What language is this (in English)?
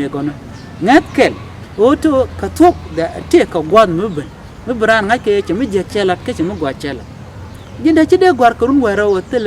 Nuer